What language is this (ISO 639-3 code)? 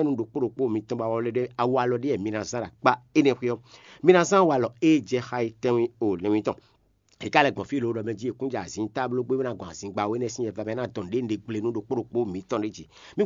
fon